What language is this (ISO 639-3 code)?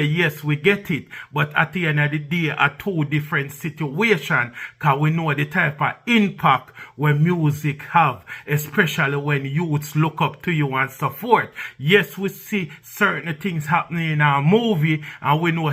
jam